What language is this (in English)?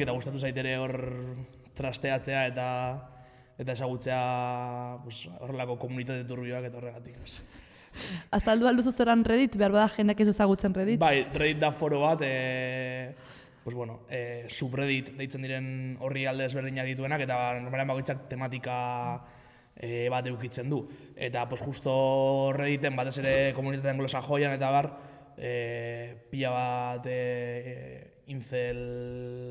Basque